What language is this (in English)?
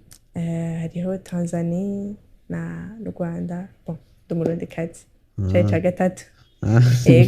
Rundi